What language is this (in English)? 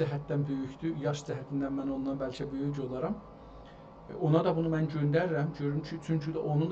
South Azerbaijani